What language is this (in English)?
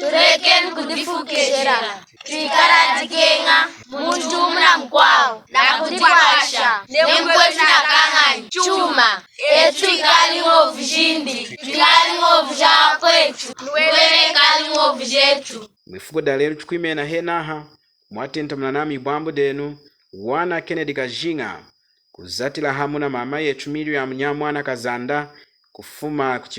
Lunda